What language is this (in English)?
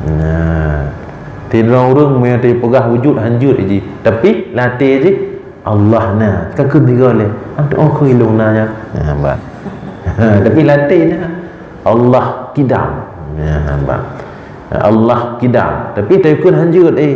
Achinese